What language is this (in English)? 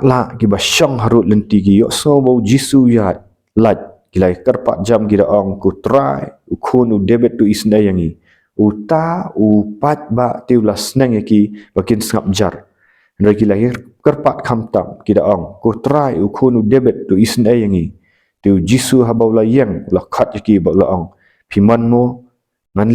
Khasi